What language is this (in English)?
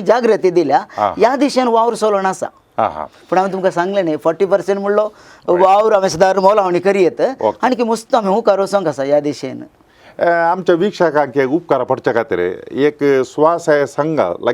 Konkani